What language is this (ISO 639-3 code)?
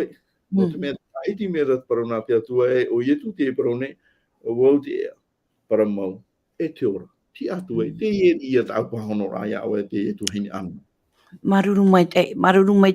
tah